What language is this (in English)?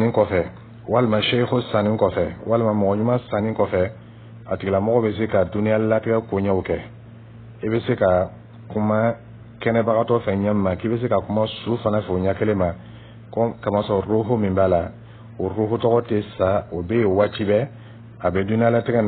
Dyula